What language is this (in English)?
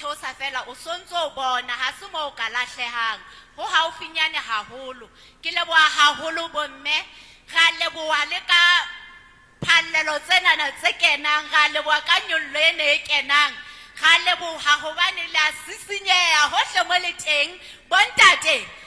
Southern Sotho